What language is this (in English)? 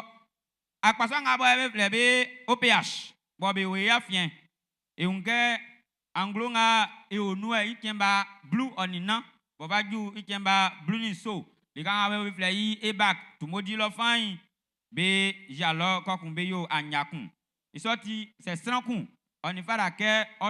Baoulé